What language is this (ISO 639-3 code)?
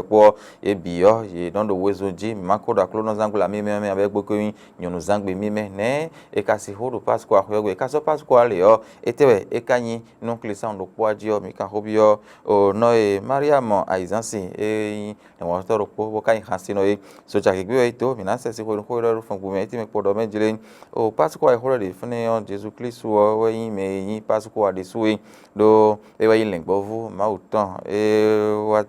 fon